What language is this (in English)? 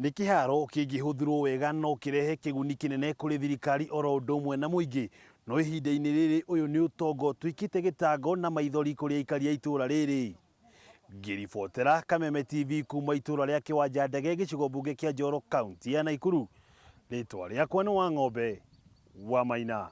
Kikuyu